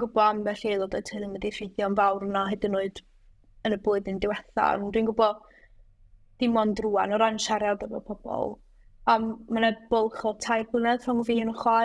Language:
Welsh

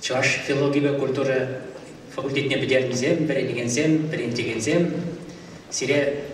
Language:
Chuvash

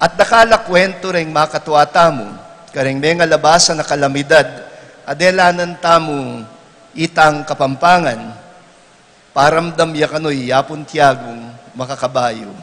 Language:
Pampanga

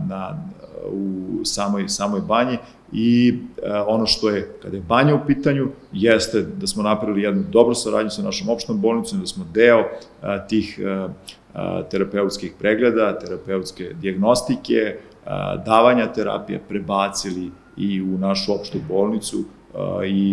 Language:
Serbian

